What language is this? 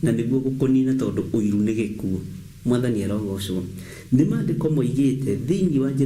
Kikuyu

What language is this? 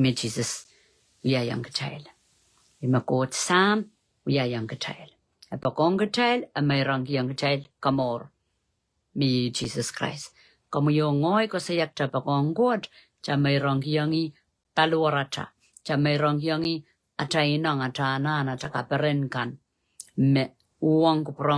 Pohnpeian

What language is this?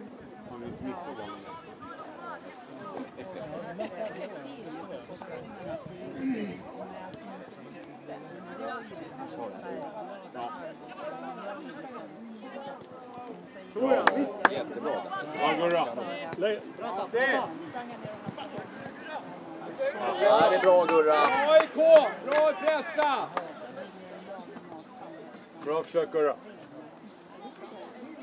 Swedish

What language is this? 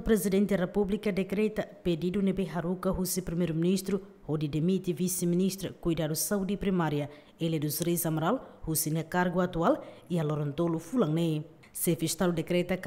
Tetum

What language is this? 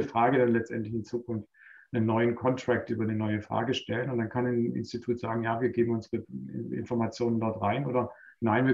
German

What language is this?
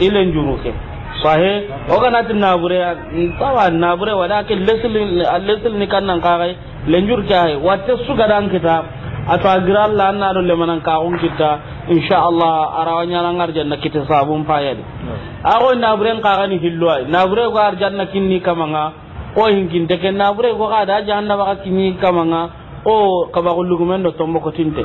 Soninke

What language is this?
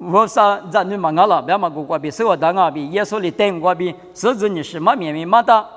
Lisu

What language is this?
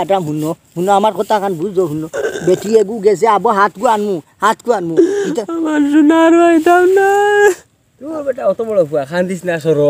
Sylheti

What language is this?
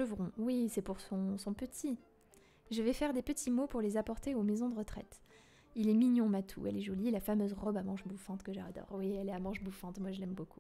French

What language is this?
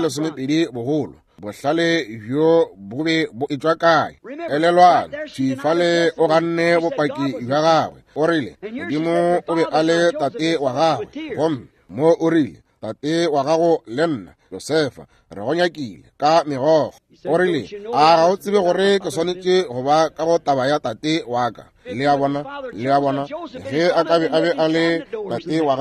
Northern Sotho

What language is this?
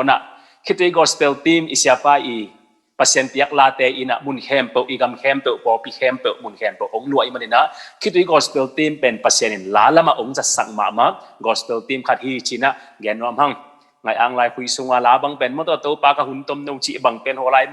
Tedim Chin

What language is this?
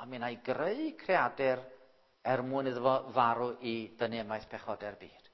Welsh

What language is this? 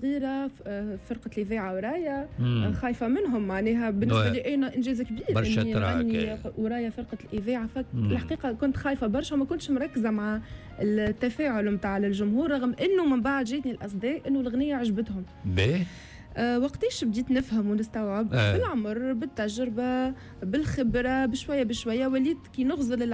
Tunisian Arabic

